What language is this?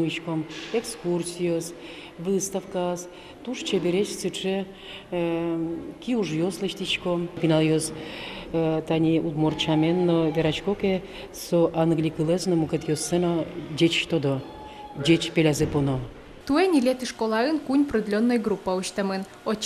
Udmurt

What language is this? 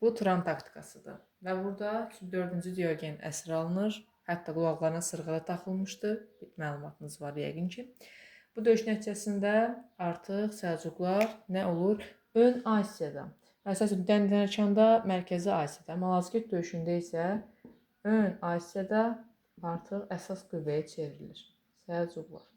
Azerbaijani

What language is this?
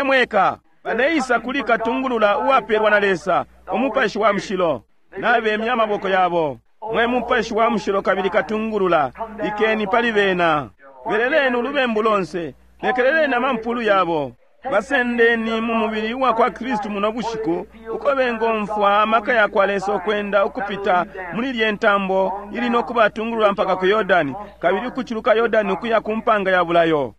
Bemba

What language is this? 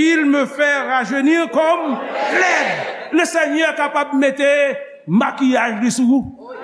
Haitian Creole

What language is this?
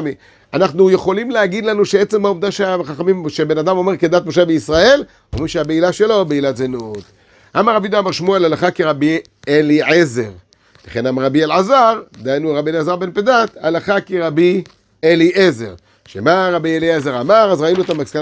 Hebrew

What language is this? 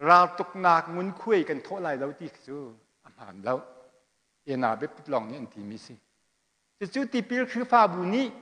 Hakha Chin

